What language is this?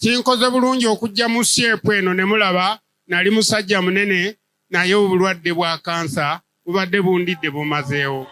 Ganda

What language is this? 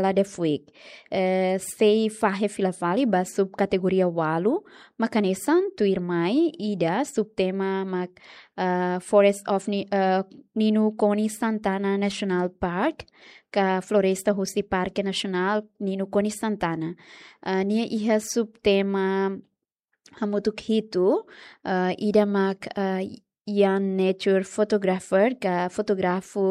Tetum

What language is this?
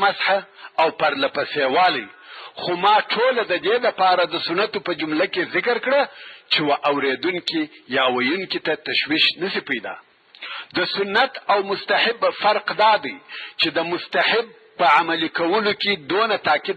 Pashto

